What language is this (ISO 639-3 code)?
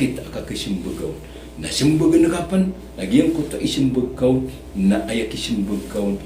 mrw